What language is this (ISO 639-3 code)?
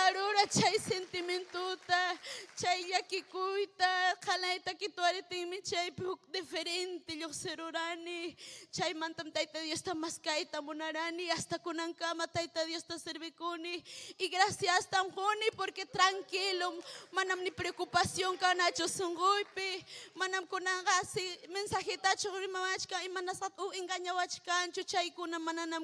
quy